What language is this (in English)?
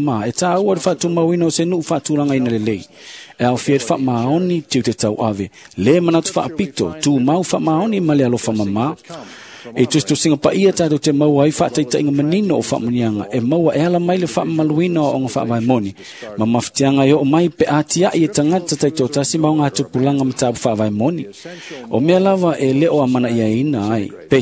Samoan